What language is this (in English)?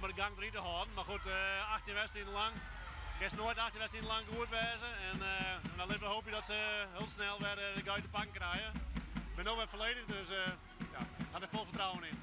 Western Frisian